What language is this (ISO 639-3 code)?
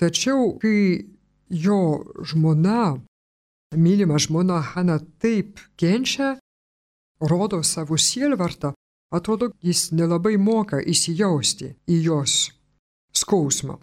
lit